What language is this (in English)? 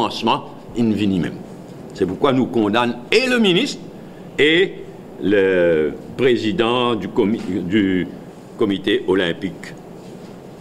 Morisyen